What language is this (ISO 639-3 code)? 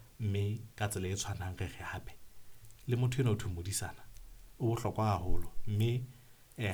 sot